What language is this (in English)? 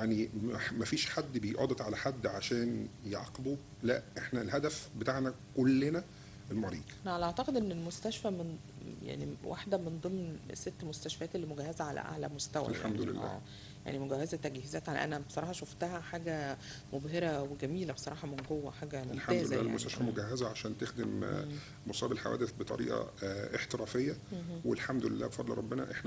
Egyptian Arabic